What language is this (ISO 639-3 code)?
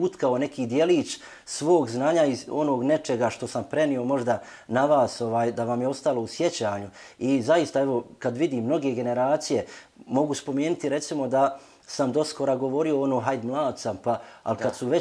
bos